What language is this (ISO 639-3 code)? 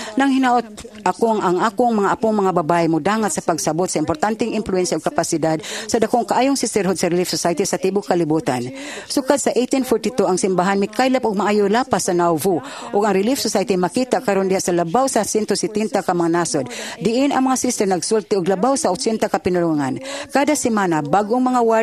ceb